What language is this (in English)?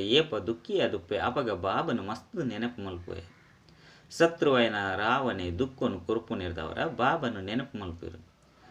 Tulu